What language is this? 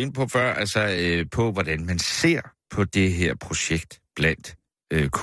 Danish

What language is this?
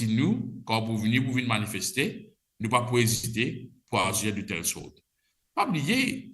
Morisyen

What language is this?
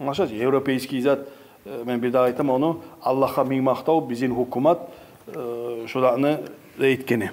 Kumyk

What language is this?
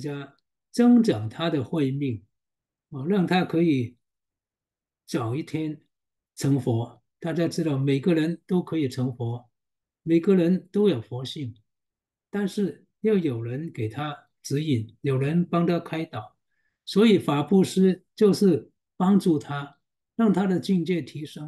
Chinese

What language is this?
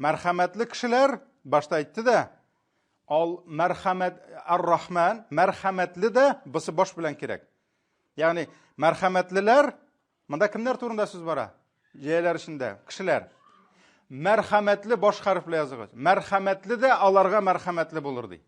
Tatar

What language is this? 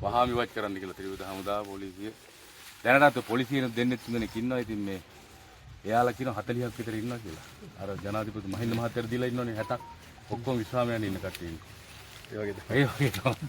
Sinhala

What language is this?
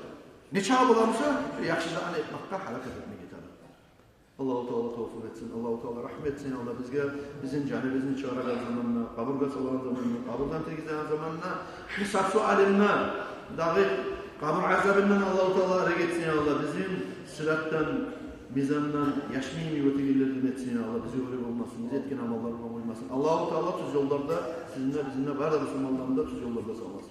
Kumyk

